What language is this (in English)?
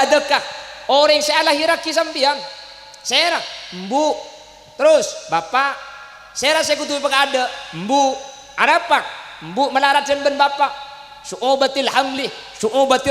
Madurese